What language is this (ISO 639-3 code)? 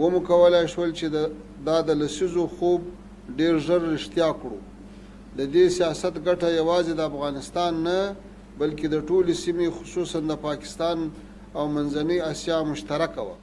pus